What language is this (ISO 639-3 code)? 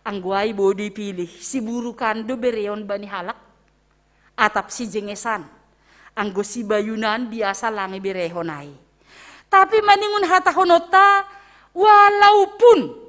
bts